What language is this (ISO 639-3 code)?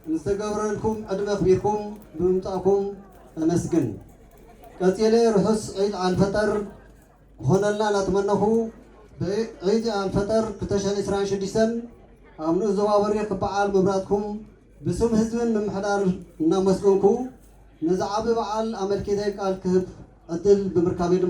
tir